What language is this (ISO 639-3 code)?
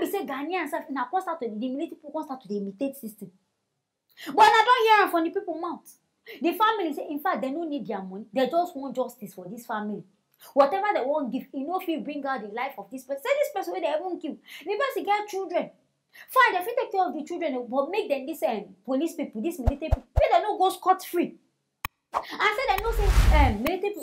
pcm